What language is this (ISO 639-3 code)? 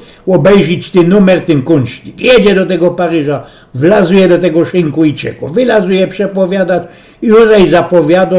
szl